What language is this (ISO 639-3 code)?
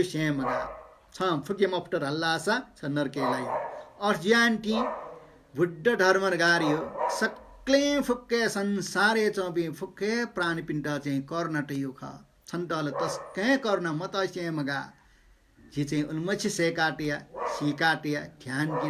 new